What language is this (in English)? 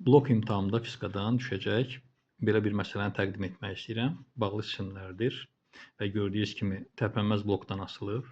Azerbaijani